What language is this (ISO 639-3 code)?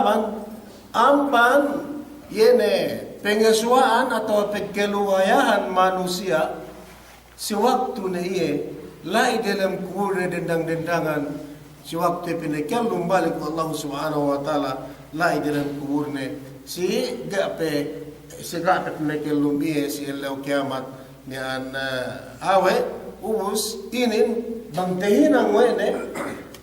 yka